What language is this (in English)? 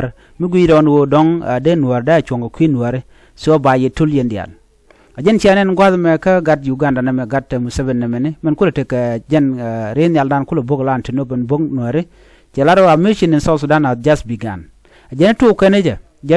Nuer